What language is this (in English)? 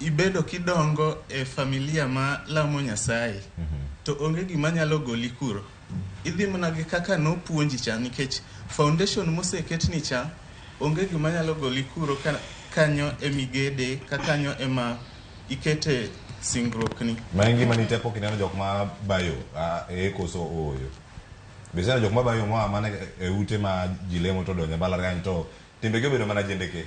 Luo (Kenya and Tanzania)